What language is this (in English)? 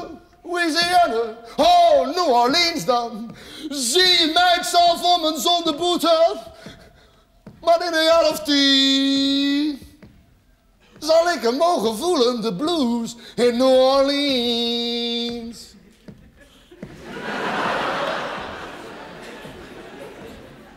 Dutch